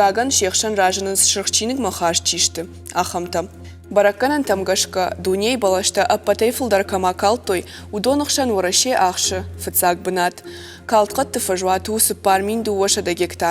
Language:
Ossetic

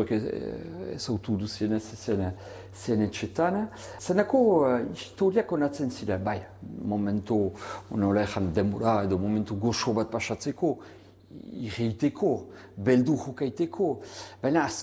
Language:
Basque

